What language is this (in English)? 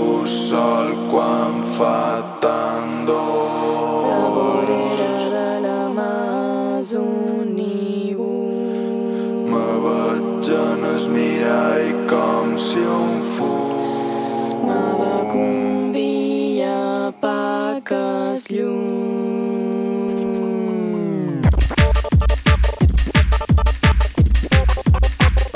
Catalan